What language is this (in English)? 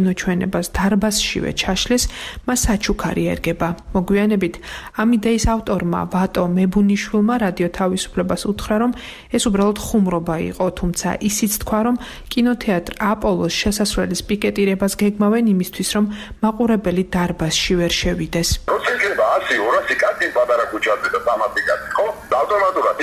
Georgian